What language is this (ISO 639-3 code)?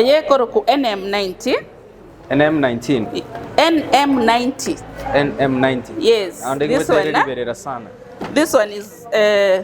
guz